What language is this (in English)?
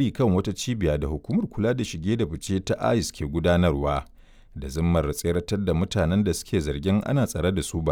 Hausa